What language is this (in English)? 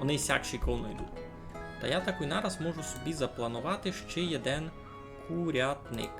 Rusyn